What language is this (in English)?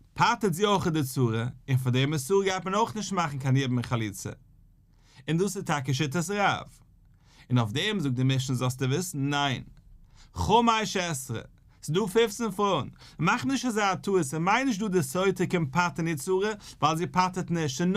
Yiddish